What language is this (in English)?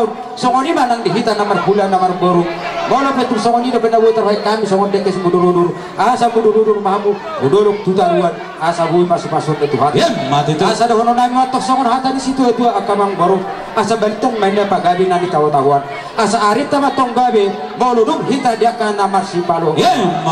Batak Toba